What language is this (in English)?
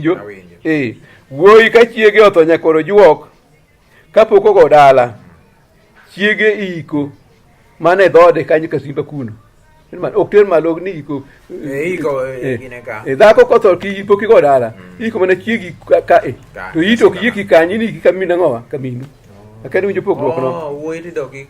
Luo (Kenya and Tanzania)